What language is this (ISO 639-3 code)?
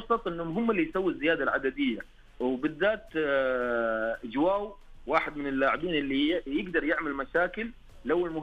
ars